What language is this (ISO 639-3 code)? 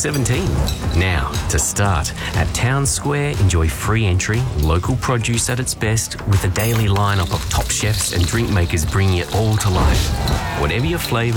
eng